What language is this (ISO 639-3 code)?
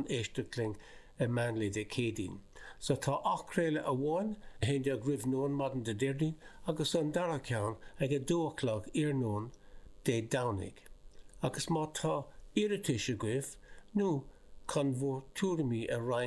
gle